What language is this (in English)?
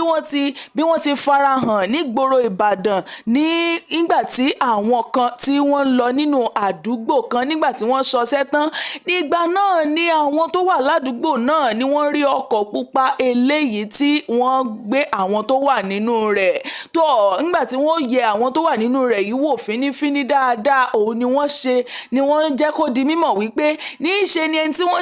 Yoruba